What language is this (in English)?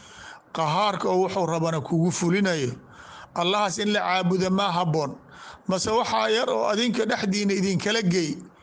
Somali